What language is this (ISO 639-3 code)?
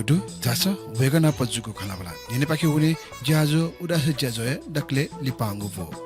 new